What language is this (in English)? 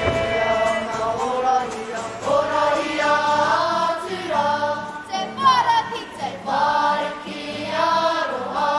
Māori